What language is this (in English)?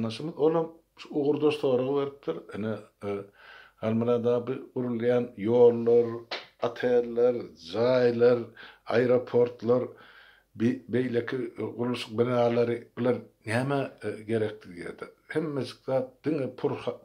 Turkmen